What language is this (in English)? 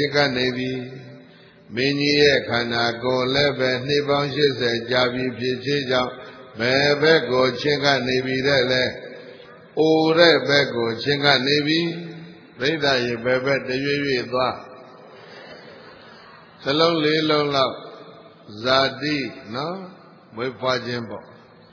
Burmese